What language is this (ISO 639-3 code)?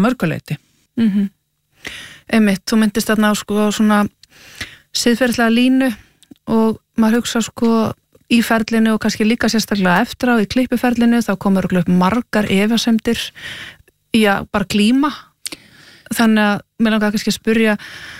isl